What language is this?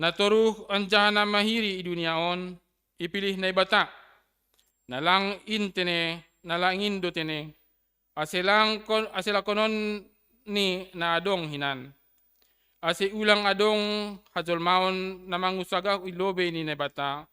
Batak Simalungun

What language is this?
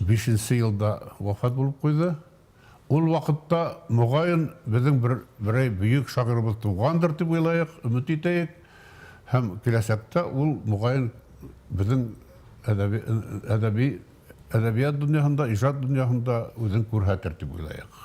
Bashkir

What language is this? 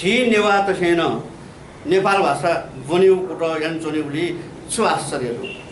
Newari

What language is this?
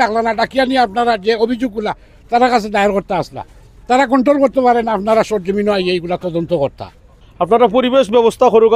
Sylheti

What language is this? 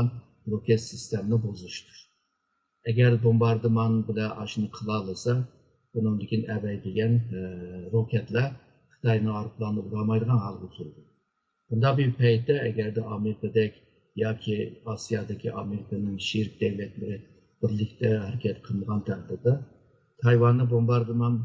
Uyghur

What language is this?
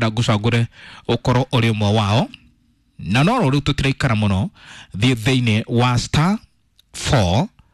Kikuyu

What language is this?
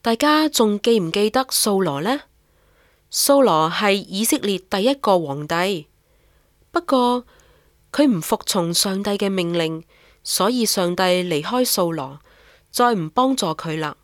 Cantonese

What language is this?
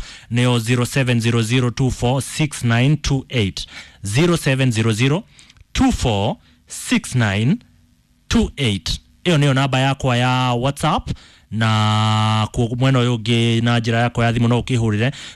Kikuyu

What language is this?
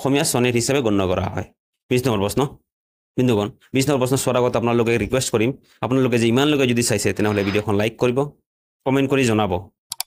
Assamese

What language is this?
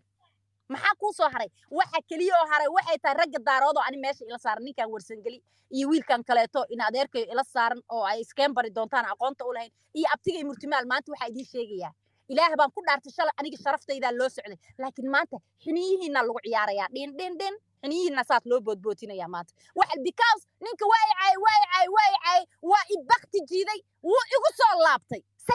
Somali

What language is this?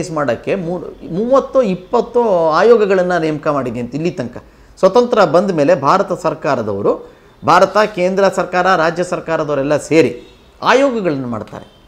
Kannada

